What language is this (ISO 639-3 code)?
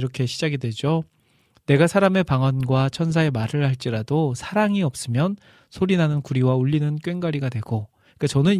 kor